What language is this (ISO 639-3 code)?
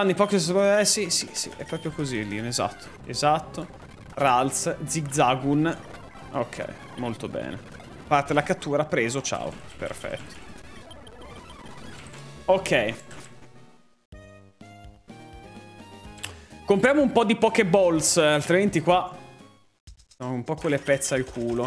ita